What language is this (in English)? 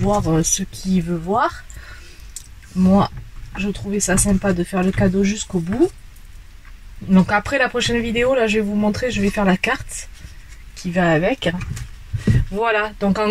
French